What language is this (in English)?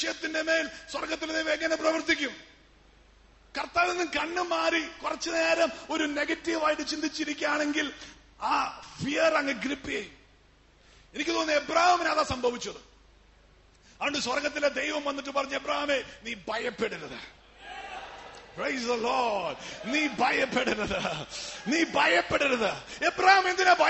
Malayalam